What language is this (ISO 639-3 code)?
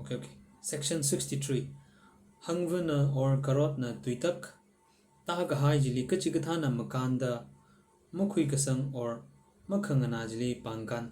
nmf